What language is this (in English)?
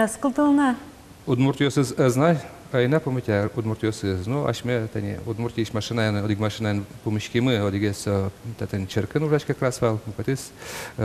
Udmurt